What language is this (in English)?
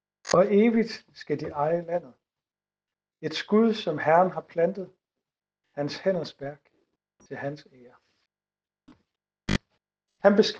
Danish